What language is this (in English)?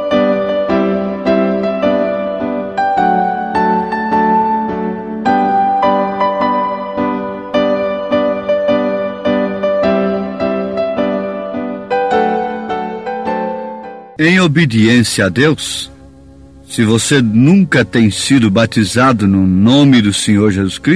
Portuguese